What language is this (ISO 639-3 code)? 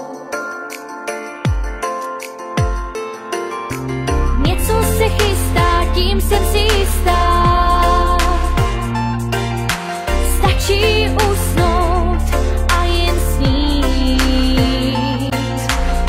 ces